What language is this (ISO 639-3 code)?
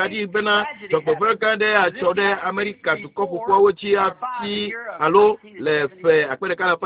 ewe